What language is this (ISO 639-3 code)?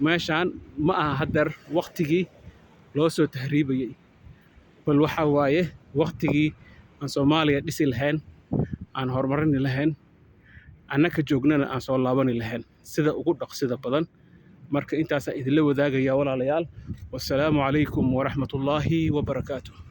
som